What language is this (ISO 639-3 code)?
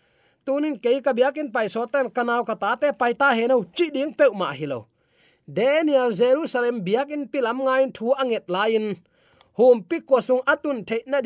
ctd